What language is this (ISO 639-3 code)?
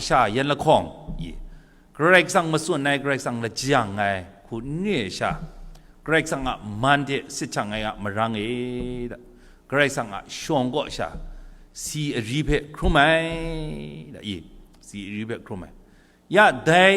kac